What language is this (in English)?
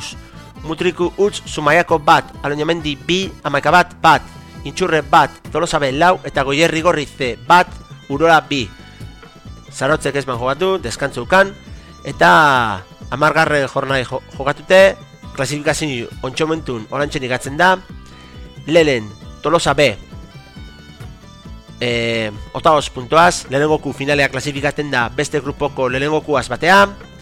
Basque